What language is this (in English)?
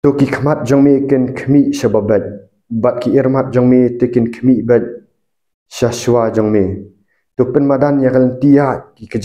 Khasi